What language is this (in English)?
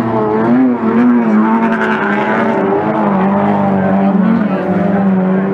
Czech